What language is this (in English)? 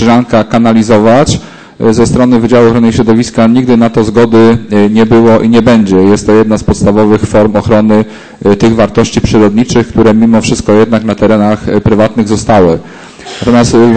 Polish